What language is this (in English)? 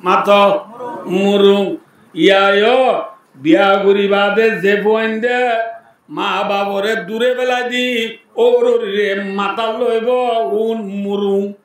Rohingya